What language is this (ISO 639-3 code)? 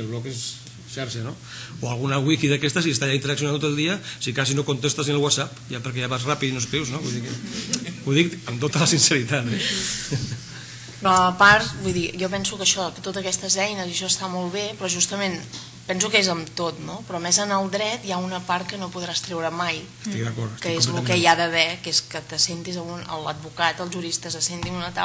cat